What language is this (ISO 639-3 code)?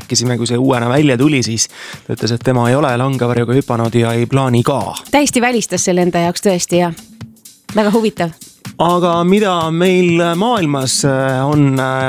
est